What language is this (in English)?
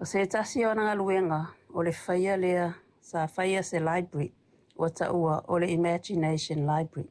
Samoan